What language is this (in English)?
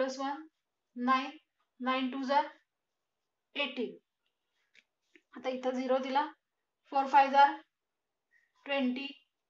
Marathi